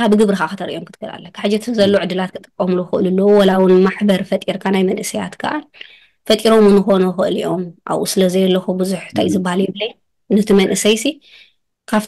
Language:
Tigrinya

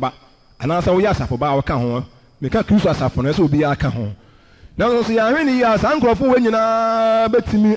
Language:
Akan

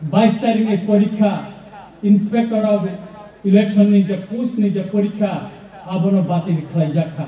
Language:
Kok Borok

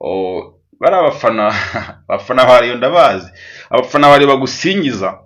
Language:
Kinyarwanda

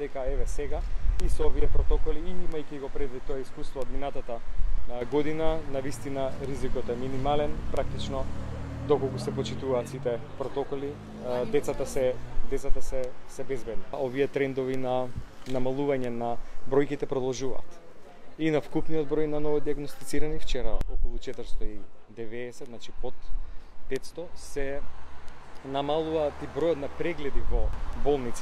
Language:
Macedonian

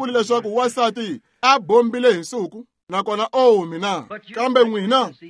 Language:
Tsonga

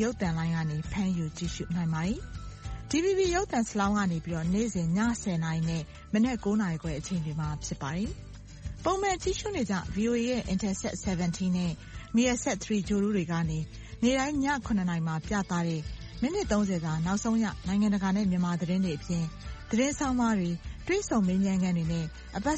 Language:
Burmese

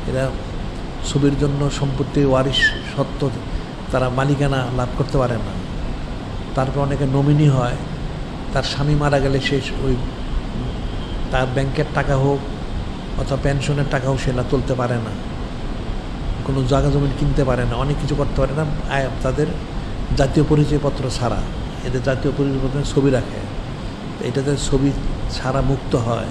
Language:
Bangla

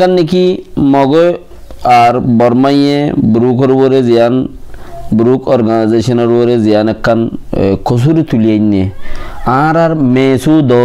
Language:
Rohingya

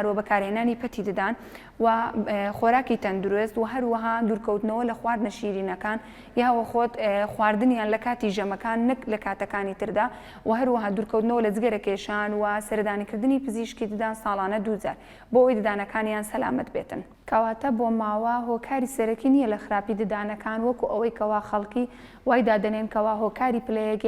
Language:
Central Kurdish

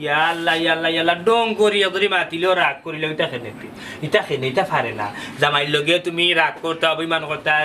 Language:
Sylheti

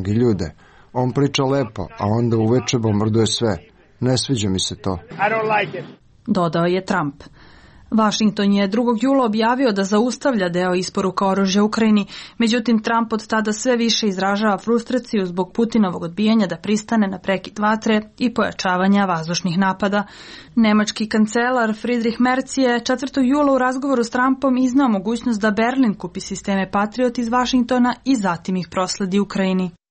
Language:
Serbian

